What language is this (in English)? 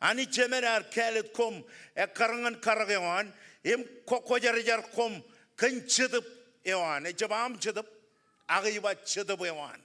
Marshallese